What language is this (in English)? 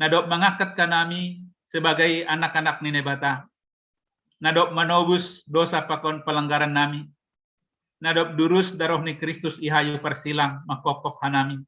Batak Simalungun